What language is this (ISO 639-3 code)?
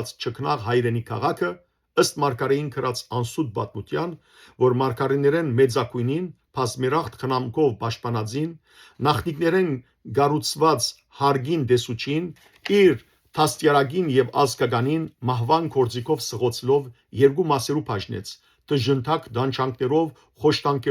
hyw